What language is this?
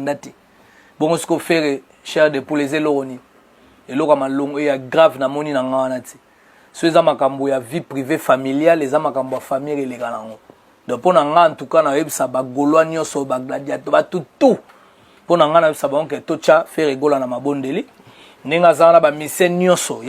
Lingala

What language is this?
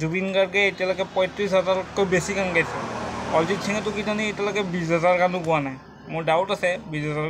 Assamese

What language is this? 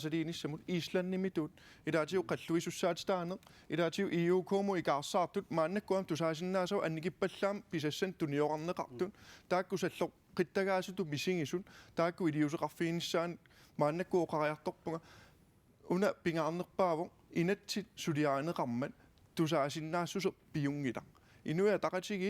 Kalaallisut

